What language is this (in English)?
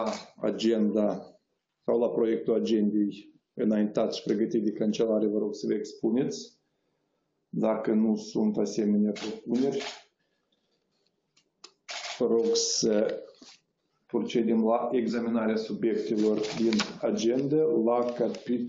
Romanian